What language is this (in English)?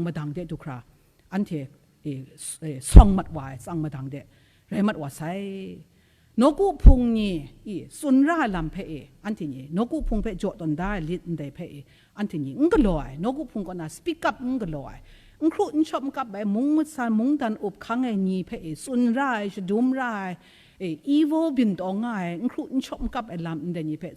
Kachin